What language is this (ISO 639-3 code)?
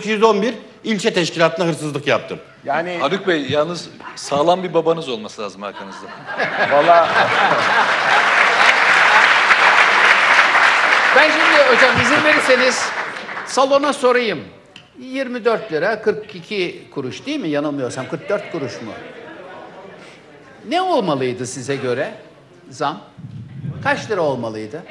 tur